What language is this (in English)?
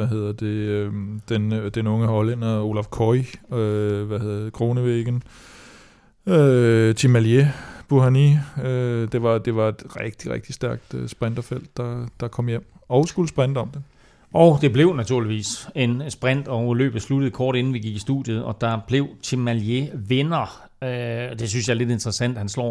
Danish